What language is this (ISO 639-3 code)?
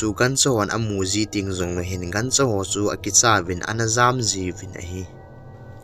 tcz